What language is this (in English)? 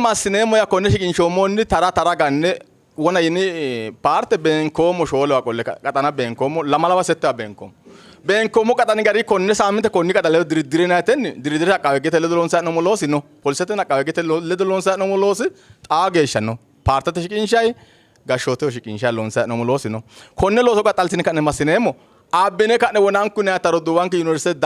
Sidamo